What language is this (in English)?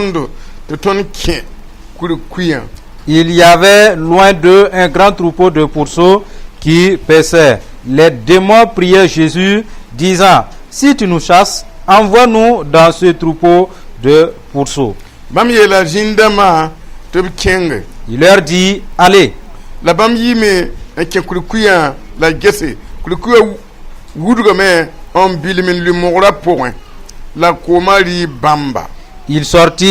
Mossi